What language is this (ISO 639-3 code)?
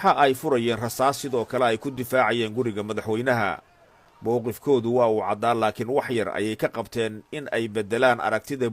som